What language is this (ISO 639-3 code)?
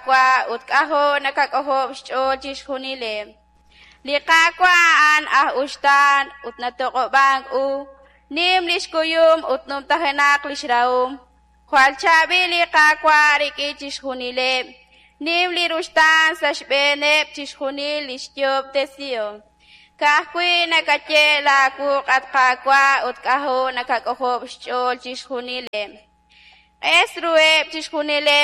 kek